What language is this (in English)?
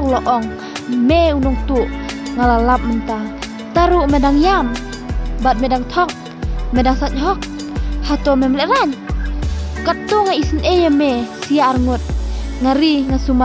Khasi